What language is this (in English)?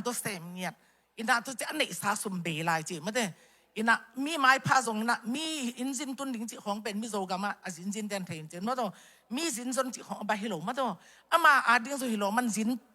Tedim Chin